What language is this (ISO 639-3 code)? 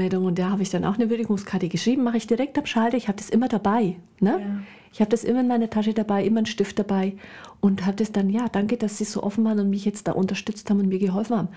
deu